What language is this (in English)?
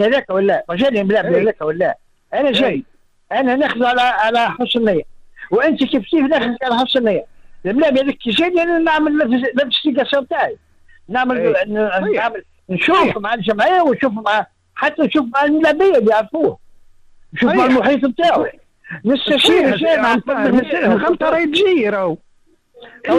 Tunisian Arabic